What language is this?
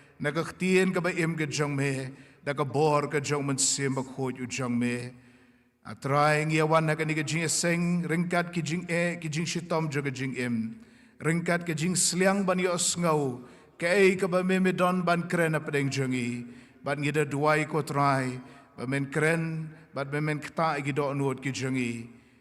Khasi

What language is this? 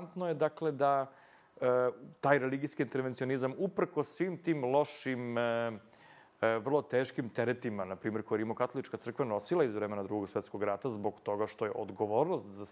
Serbian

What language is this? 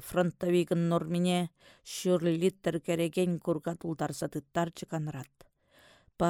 Chuvash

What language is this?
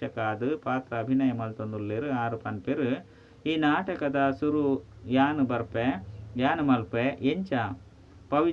Tulu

